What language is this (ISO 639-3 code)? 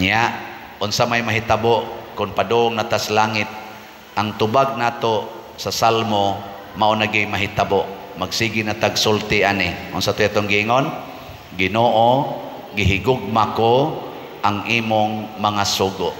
ceb